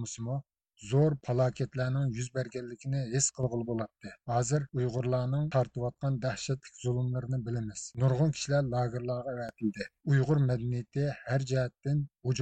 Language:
Uyghur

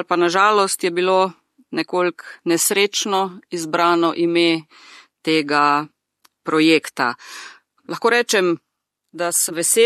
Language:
Slovenian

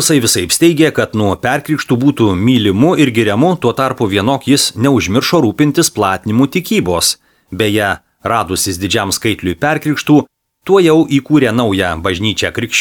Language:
Lithuanian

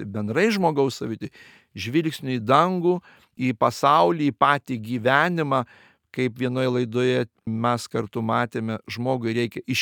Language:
Lithuanian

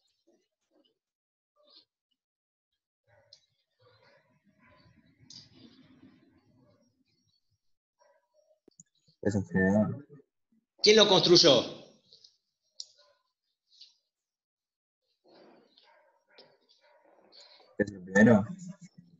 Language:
Spanish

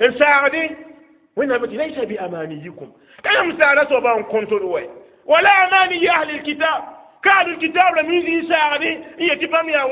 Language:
Mossi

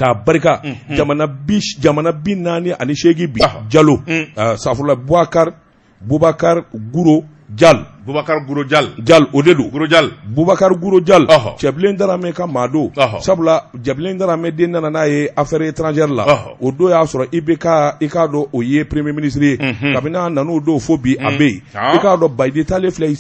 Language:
Bambara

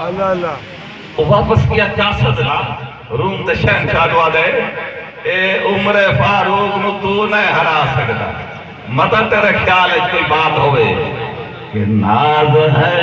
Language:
Saraiki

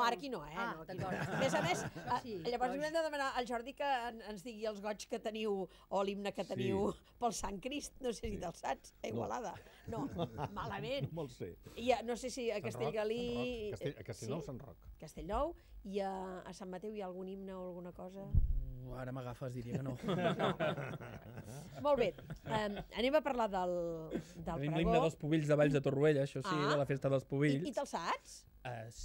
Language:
Catalan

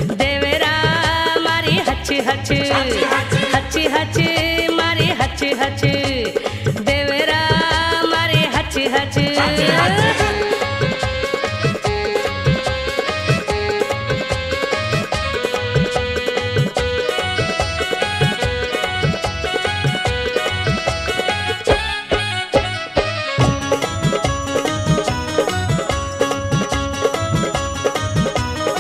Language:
Bhojpuri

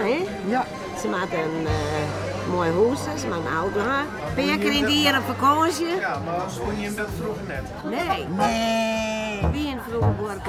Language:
Western Frisian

